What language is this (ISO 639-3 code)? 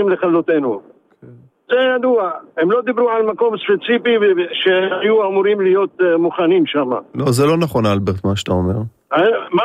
heb